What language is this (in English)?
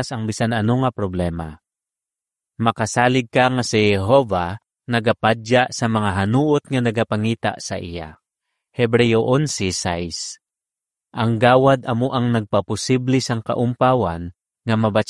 Hiligaynon